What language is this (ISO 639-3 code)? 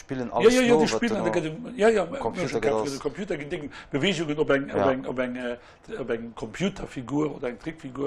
ltz